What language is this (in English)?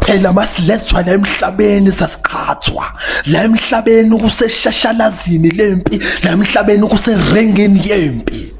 Zulu